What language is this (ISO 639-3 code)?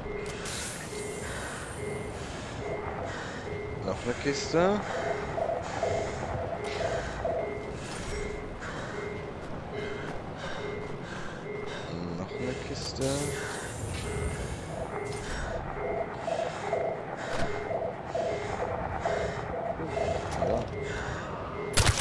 deu